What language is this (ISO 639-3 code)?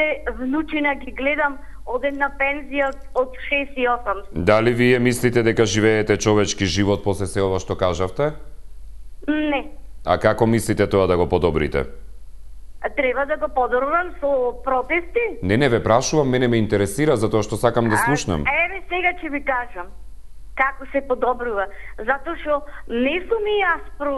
mkd